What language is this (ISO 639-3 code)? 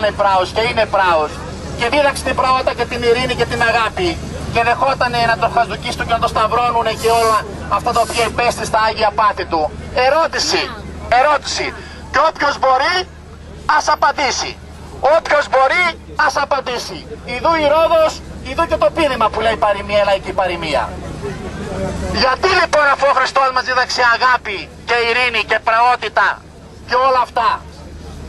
ell